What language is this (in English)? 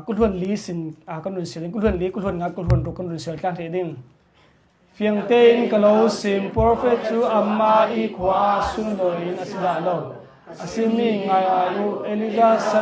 Hakha Chin